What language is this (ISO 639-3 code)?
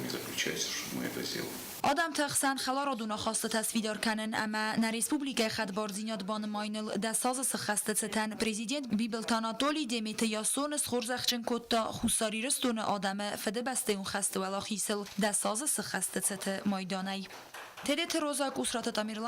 oss